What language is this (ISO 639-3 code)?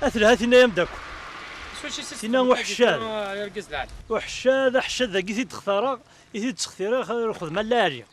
kab